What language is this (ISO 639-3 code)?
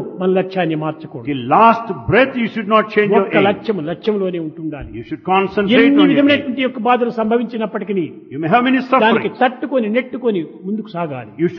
tel